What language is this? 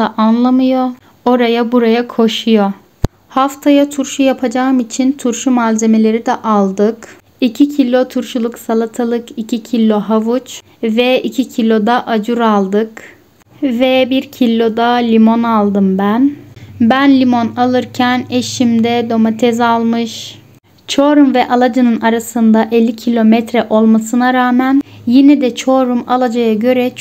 Turkish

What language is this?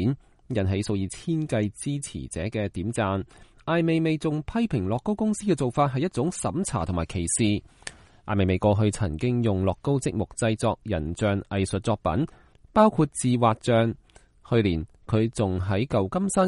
Cantonese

